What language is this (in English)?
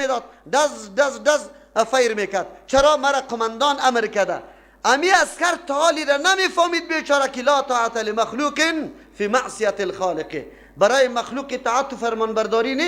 Persian